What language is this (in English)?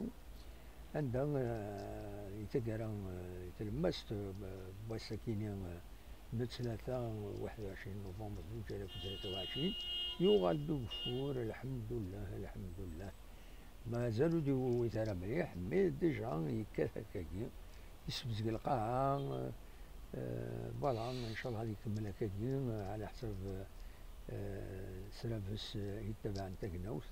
Kabyle